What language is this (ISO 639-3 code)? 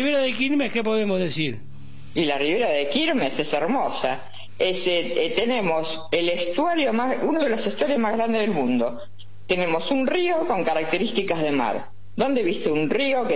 spa